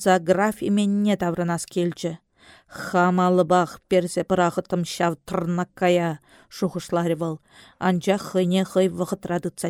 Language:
Chuvash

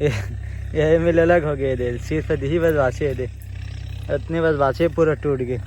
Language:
Chhattisgarhi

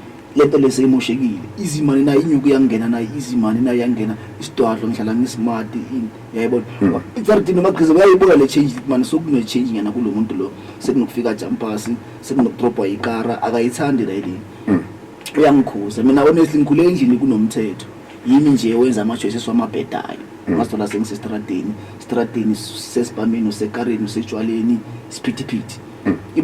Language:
Zulu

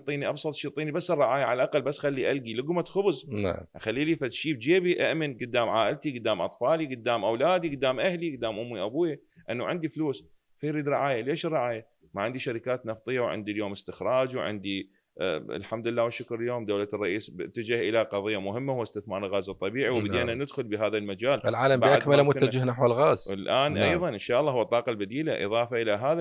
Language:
Mesopotamian Arabic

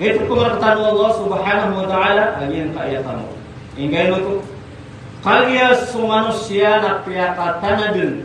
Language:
Maranao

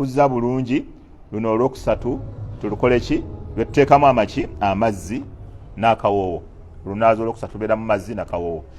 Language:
Ganda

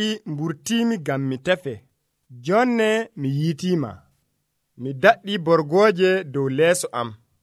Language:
Nigerian Fulfulde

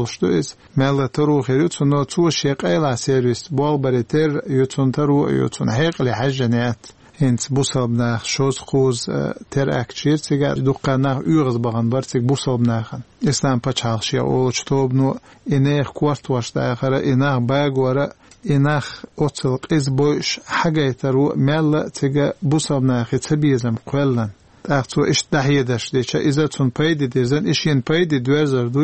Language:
Chechen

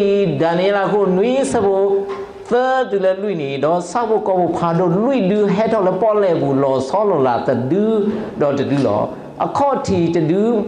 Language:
S'gaw Karen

